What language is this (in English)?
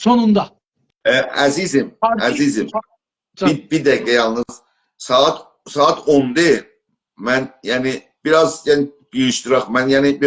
South Azerbaijani